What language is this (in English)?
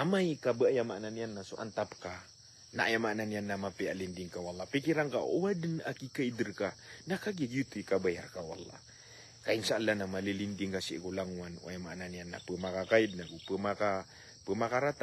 Maranao